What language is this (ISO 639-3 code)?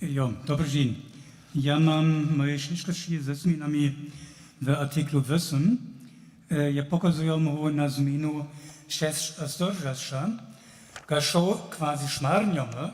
hsb